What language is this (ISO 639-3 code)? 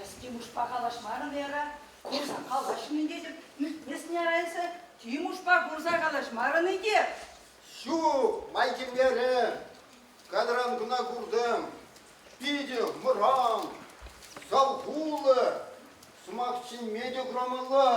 chv